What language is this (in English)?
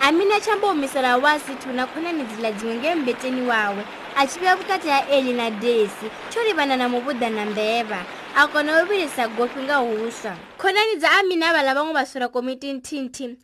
Venda